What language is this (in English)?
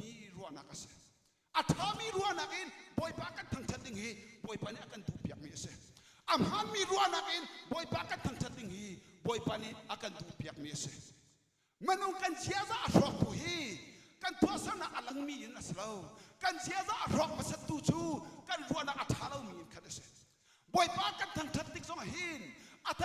Hakha Chin